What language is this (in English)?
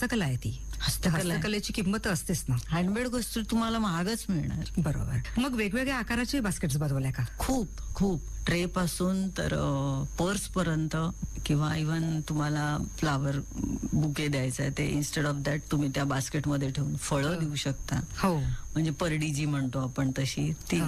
Marathi